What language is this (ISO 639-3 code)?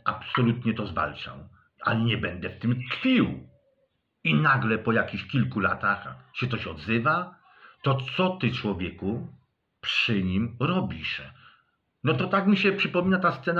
pol